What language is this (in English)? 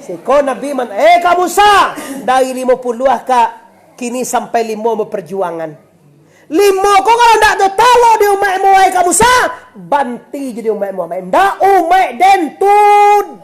Minangkabau